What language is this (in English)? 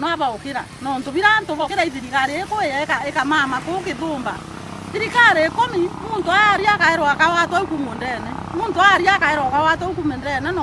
Meru